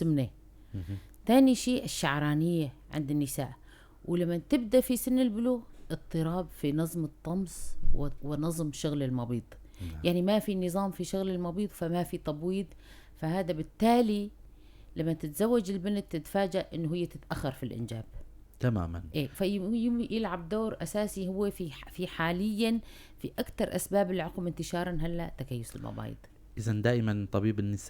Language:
North Levantine Arabic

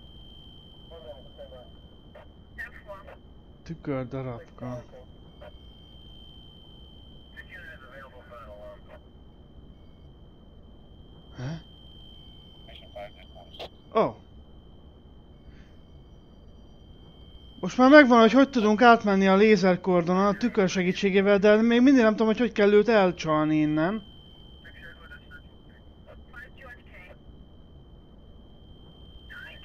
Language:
Hungarian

